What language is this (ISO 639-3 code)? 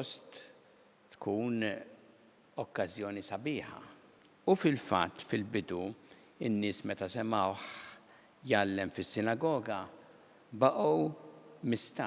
mlt